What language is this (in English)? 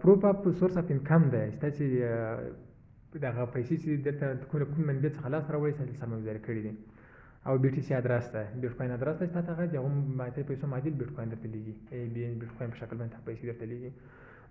Pashto